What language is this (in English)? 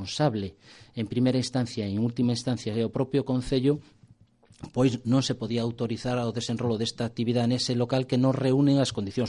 Galician